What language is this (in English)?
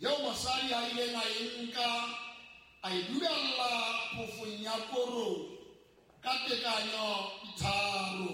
Southern Sotho